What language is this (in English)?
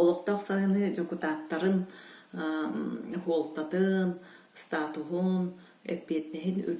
Yakut